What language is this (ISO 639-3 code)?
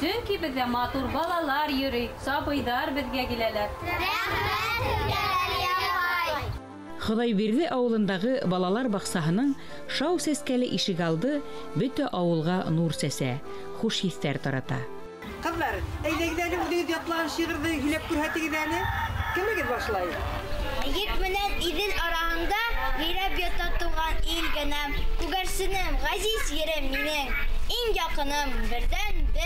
bak